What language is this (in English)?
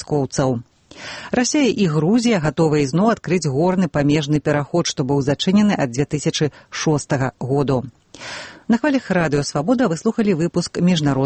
Belarusian